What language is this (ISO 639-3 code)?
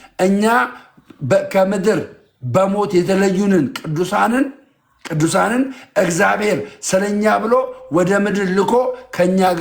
amh